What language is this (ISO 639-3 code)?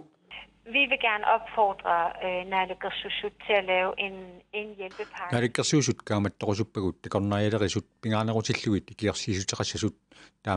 kal